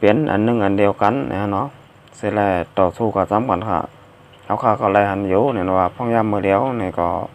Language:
Shan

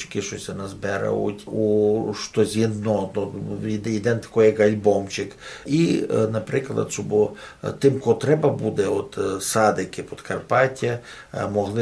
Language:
Rusyn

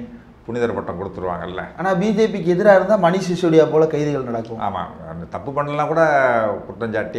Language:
Tamil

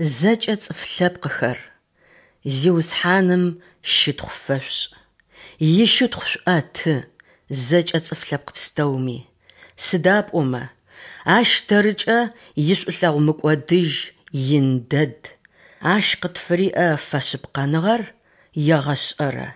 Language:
Adyghe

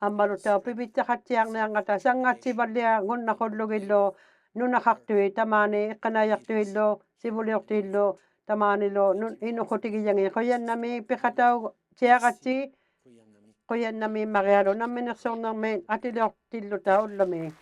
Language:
Inuktitut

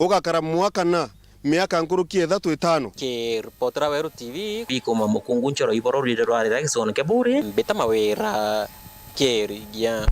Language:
Meru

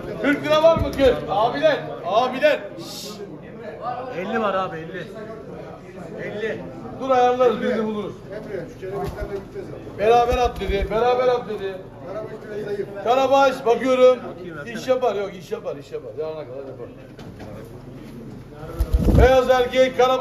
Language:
Turkish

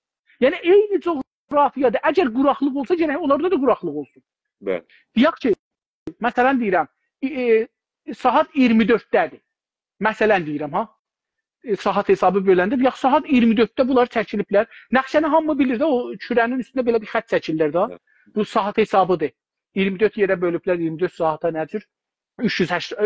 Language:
South Azerbaijani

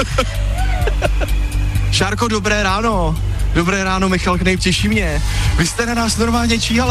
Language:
Czech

